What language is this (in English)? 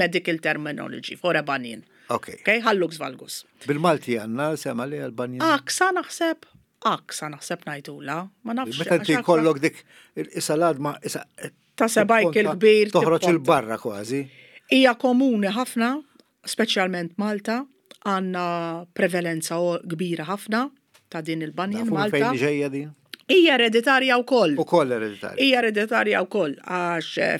Maltese